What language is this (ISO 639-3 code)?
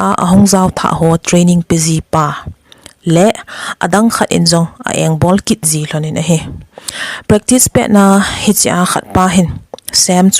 tcz